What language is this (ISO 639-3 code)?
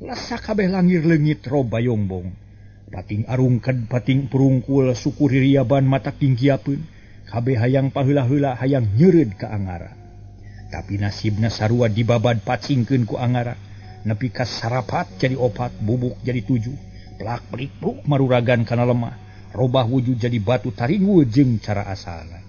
sun